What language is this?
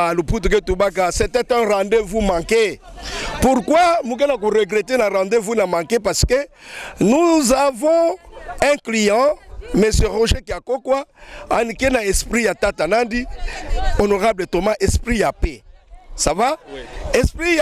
Kituba (Democratic Republic of Congo)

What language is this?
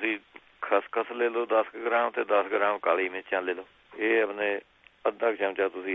Punjabi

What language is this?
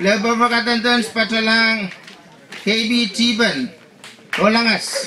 Pohnpeian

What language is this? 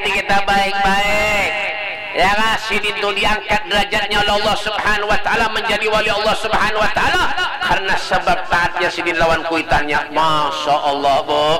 Banjar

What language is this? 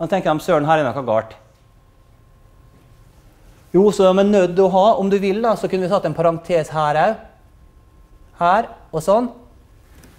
Norwegian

